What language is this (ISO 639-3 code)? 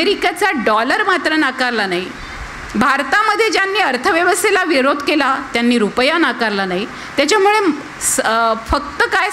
mar